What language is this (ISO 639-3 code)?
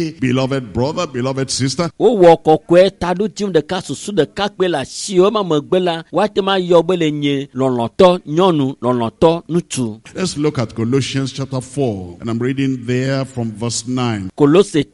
ewe